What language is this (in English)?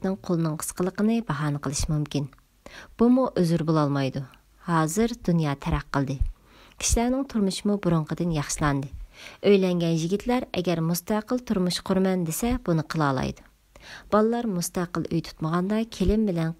Uyghur